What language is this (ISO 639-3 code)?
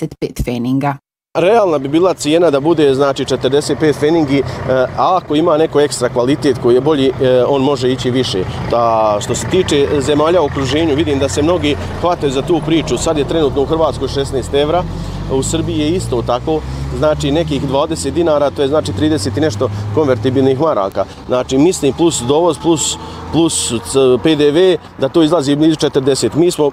bos